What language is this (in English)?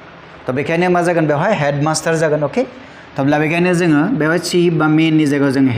Bodo